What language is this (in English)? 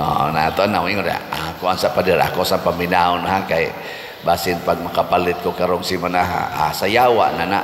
Cebuano